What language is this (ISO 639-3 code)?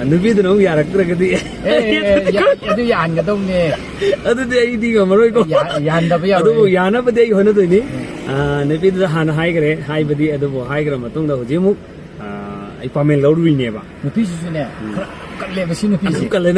mni